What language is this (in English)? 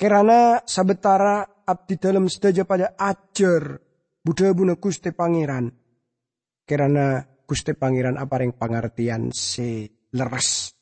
Madurese